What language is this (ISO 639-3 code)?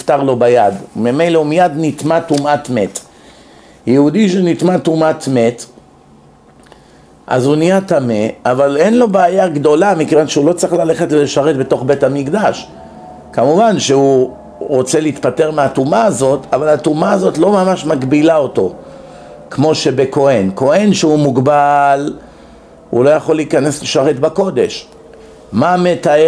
heb